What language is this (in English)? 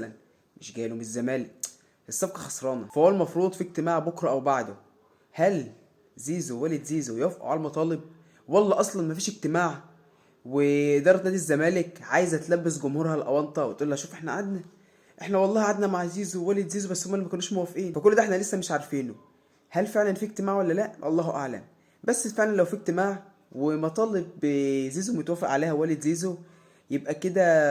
Egyptian Arabic